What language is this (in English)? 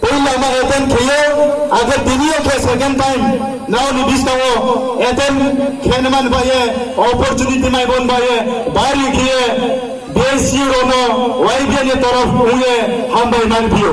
Riang (India)